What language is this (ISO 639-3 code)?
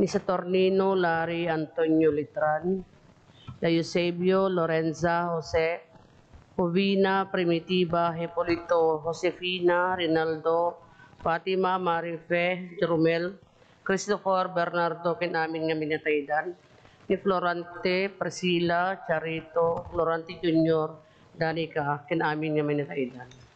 ilo